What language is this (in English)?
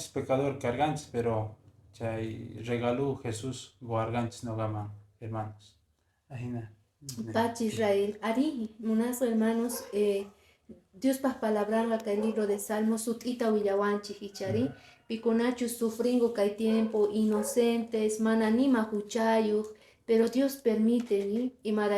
Quechua